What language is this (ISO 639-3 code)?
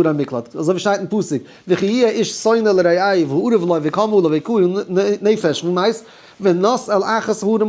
yid